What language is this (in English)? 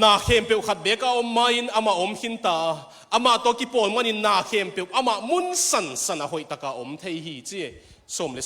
Tedim Chin